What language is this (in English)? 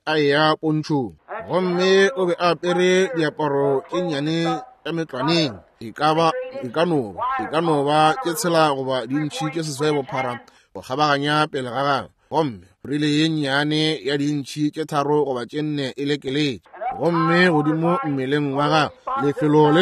Northern Sotho